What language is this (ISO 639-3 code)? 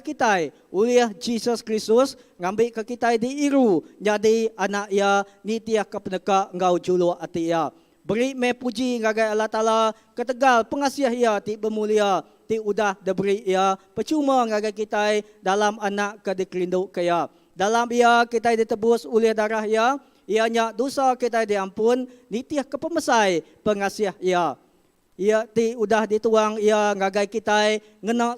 iba